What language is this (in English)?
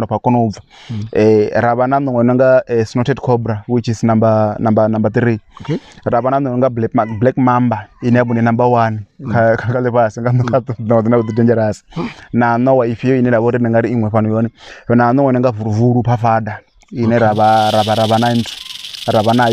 Venda